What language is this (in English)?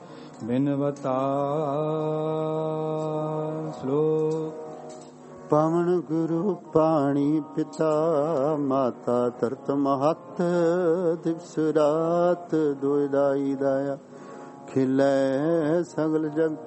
Punjabi